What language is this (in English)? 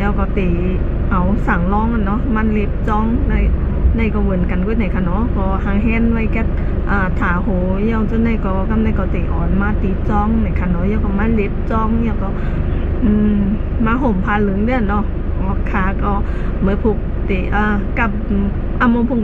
Shan